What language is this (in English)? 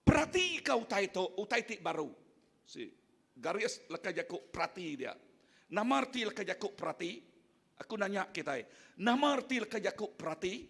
Iban